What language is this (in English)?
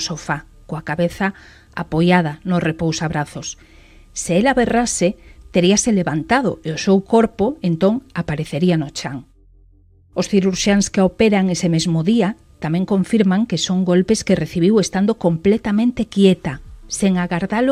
Galician